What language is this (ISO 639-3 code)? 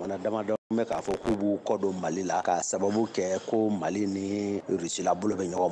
bam